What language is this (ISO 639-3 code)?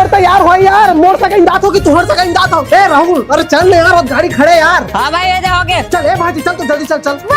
hne